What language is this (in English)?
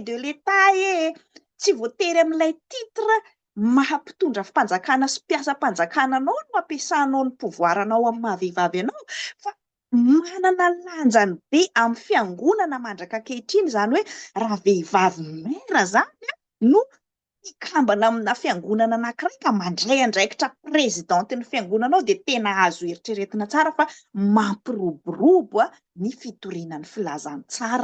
Malagasy